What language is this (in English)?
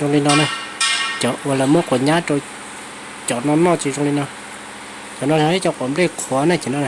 Hmong